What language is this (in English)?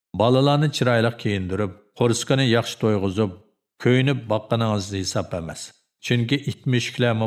Uyghur